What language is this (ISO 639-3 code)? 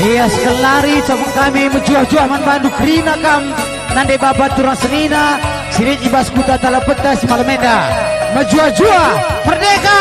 btx